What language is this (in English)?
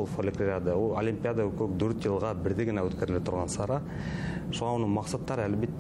Bashkir